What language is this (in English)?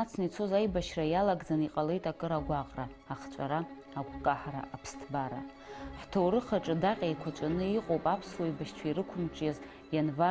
Abkhazian